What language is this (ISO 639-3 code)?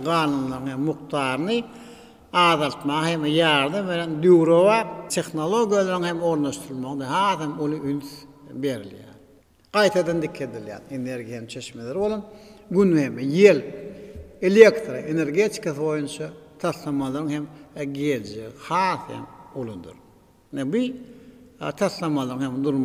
tuk